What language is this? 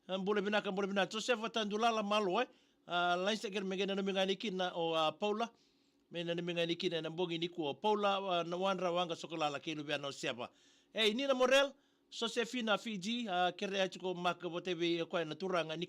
Fijian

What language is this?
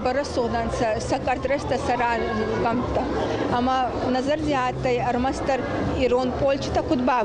Ossetic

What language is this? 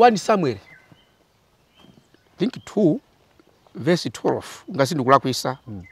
Nyanja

